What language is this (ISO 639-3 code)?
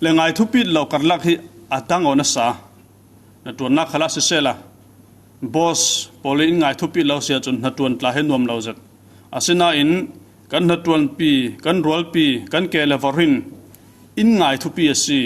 cfm